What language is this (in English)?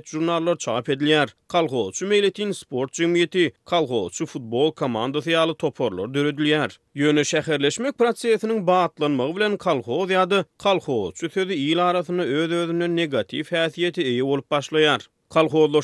Turkmen